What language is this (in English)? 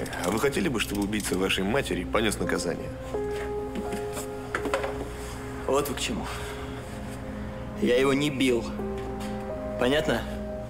Russian